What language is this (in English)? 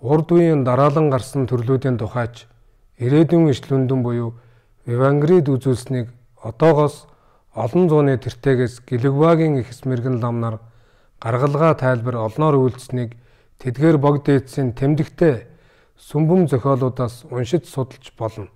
Mongolian